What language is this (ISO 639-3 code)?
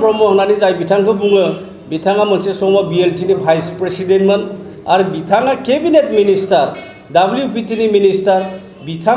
brx